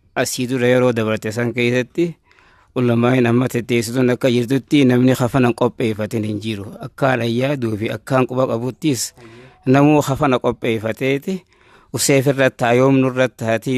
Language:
Oromo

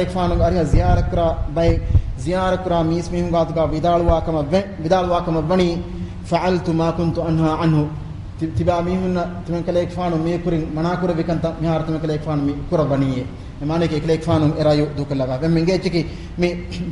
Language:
Divehi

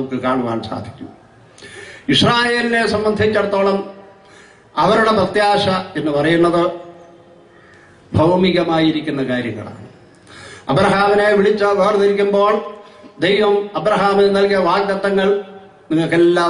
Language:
Malayalam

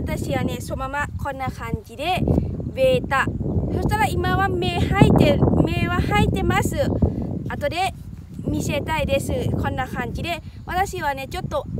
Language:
Japanese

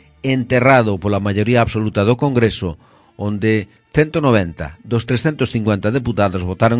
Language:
Galician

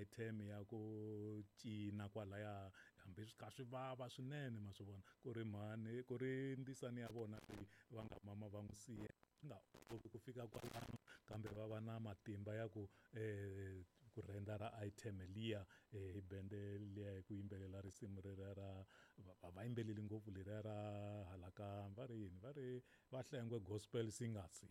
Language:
Tsonga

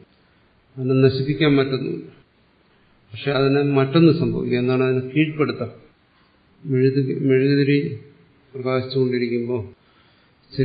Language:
Malayalam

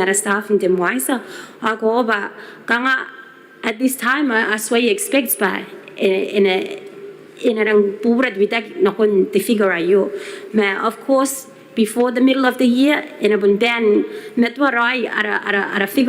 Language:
Gilbertese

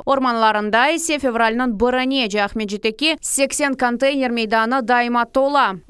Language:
Crimean Tatar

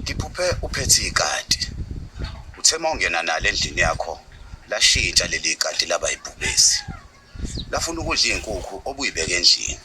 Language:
Zulu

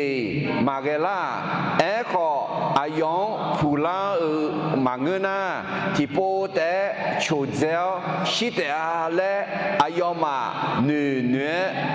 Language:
Akha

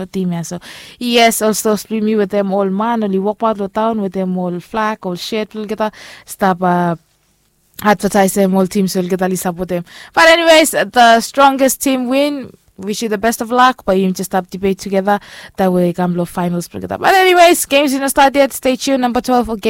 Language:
Bislama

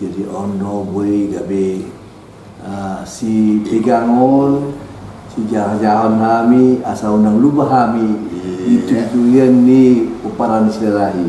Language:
Batak Toba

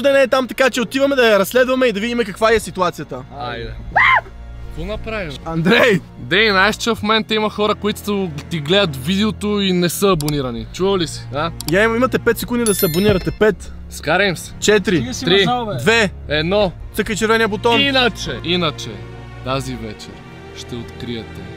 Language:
Bulgarian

